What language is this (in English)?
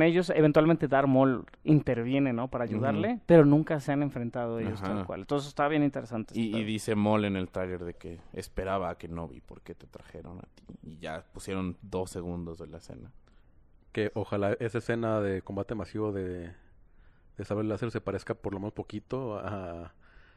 Spanish